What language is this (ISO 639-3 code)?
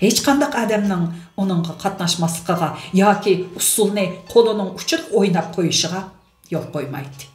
uig